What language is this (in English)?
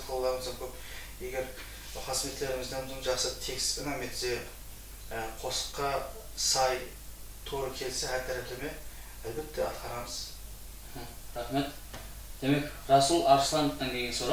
Kara-Kalpak